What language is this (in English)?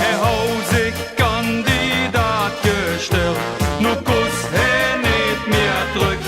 Limburgish